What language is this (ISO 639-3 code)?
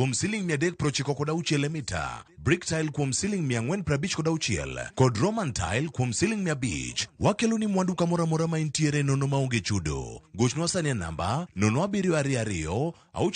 luo